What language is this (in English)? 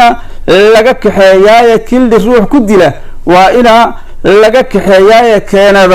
Somali